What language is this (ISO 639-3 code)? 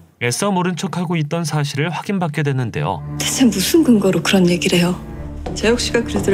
kor